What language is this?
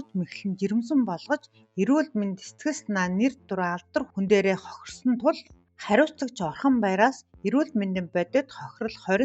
Mongolian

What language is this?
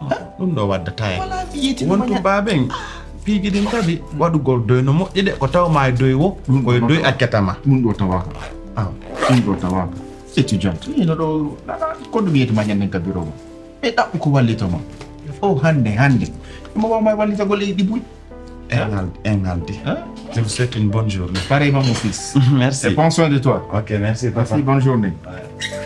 Pular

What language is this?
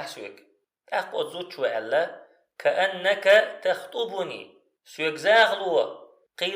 Chechen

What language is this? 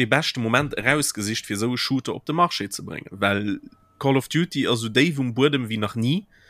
Luxembourgish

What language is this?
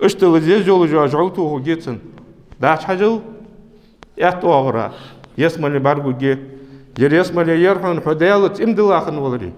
Ingush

